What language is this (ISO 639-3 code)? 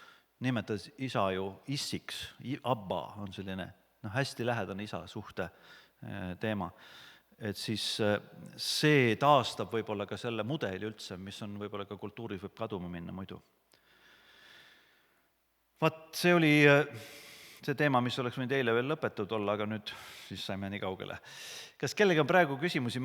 est